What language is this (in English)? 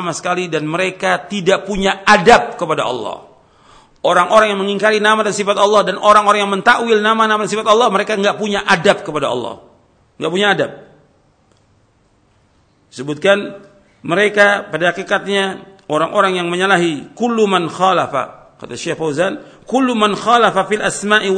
Indonesian